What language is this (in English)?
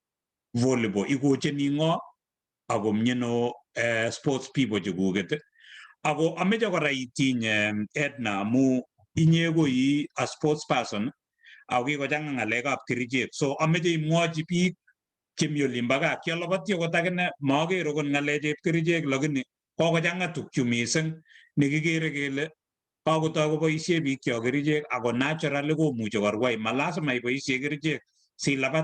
Kalenjin